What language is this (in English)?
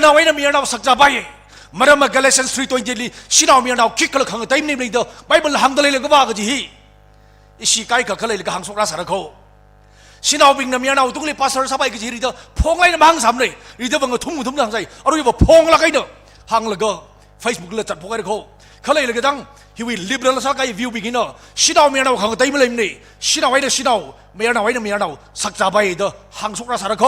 Tangkhul Naga (India)